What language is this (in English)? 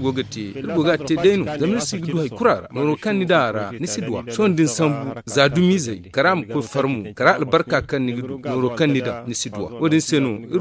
Zarma